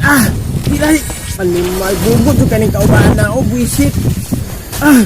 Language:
Cebuano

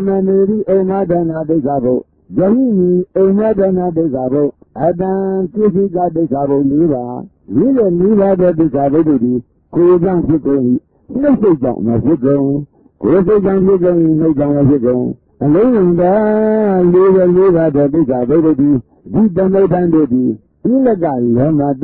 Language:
Burmese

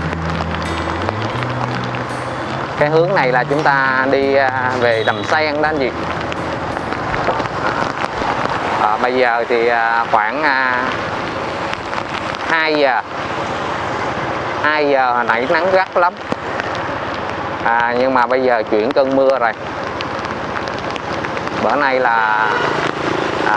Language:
Vietnamese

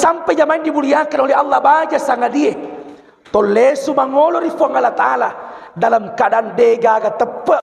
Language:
Buginese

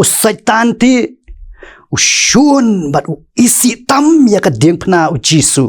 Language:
Khasi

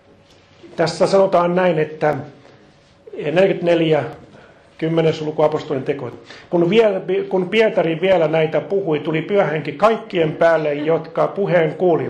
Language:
Finnish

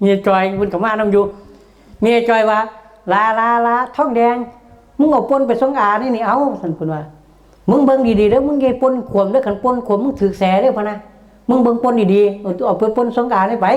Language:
Northeastern Thai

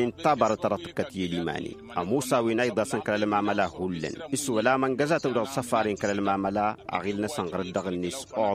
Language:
Tamasheq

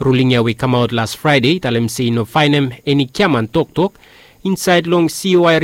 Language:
Bislama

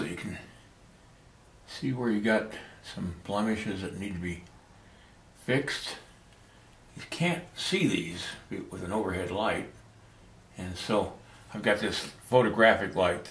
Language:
English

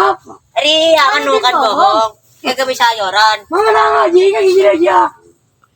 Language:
Madurese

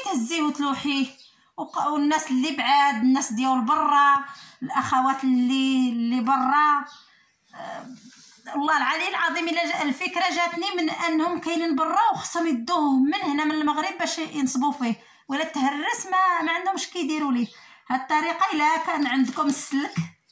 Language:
Moroccan Arabic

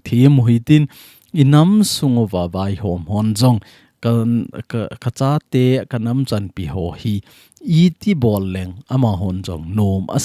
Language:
Thado Chin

